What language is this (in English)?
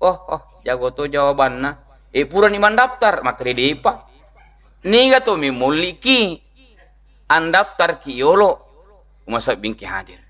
Buginese